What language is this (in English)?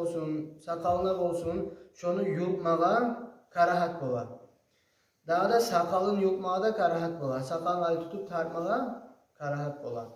Kumyk